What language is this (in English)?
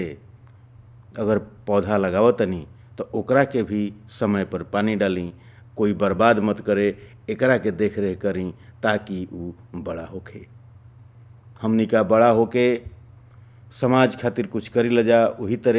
Bhojpuri